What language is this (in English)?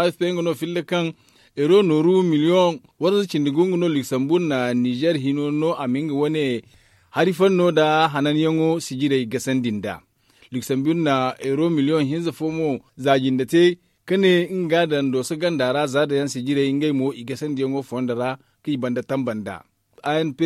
Zarma